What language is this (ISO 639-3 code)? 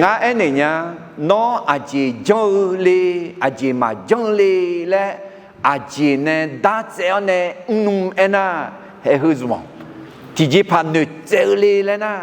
ahk